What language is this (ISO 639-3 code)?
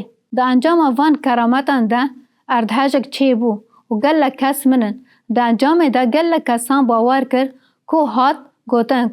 kur